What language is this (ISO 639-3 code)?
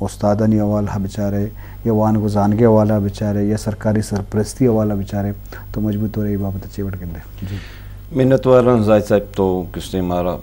bgp